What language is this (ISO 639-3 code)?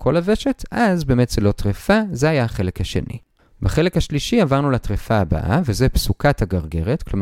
heb